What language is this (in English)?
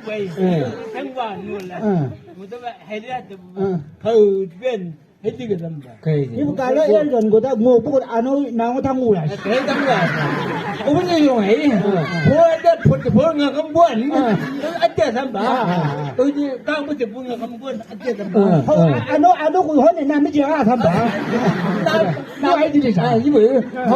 Chang Naga